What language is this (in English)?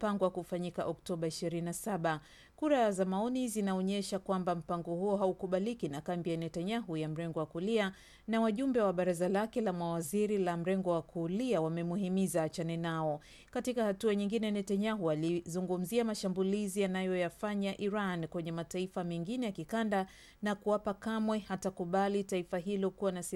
Swahili